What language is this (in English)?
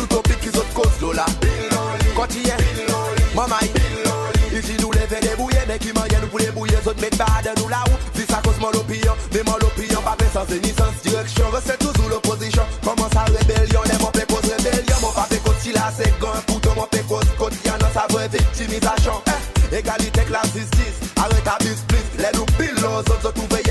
Seselwa Creole French